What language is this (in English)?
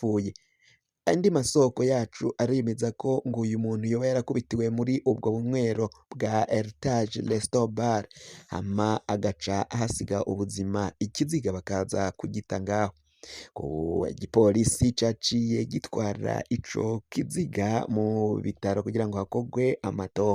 Rundi